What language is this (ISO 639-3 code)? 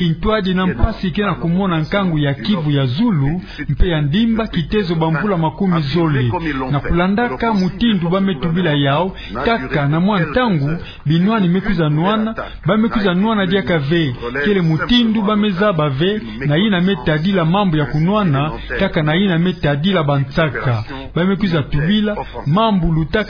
ktu